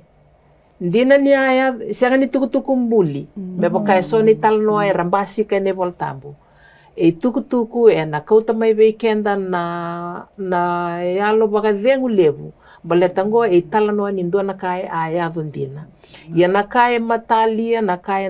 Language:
Fijian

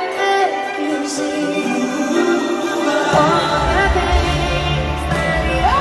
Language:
English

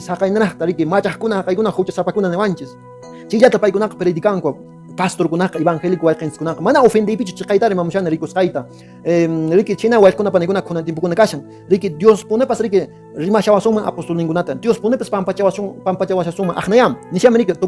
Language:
Quechua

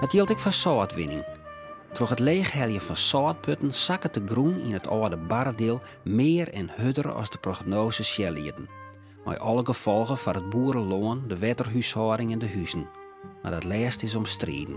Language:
Western Frisian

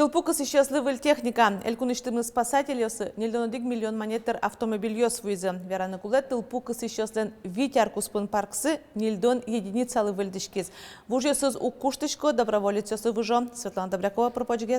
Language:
Udmurt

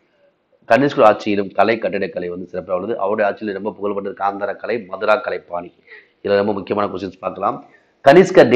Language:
Tamil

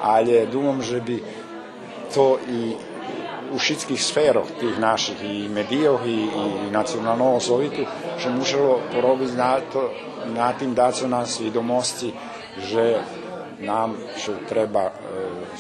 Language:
Rusyn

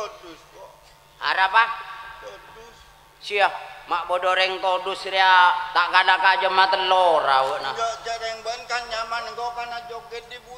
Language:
Madurese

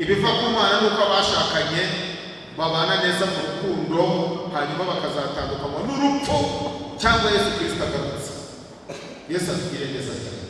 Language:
Kinyarwanda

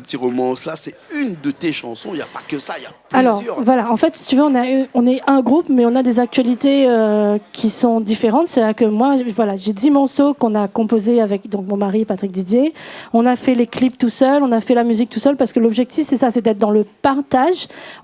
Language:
Réunion Creole French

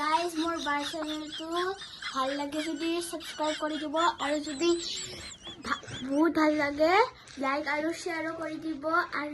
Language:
Assamese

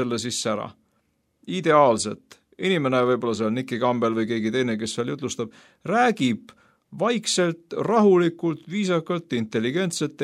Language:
Estonian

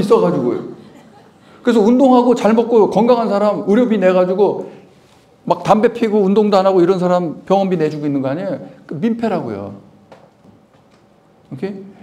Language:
Korean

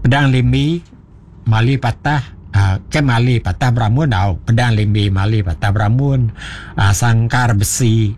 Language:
Iban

